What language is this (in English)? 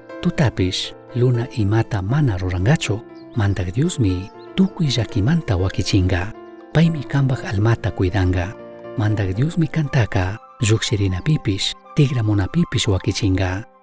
Chimborazo Highland Quichua